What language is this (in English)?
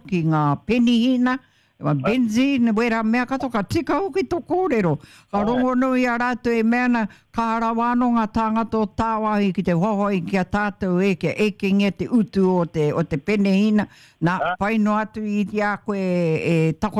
Māori